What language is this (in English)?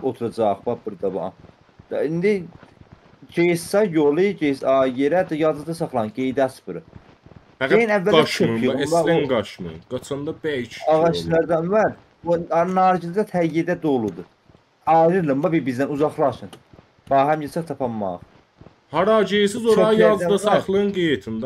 South Azerbaijani